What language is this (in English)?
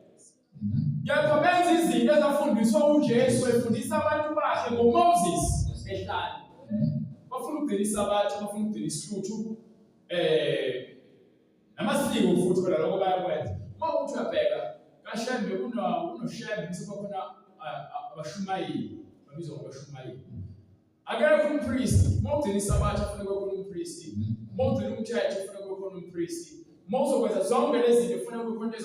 Zulu